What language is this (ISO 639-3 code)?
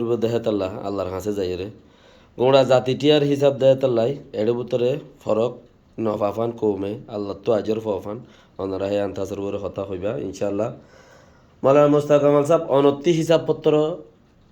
rhg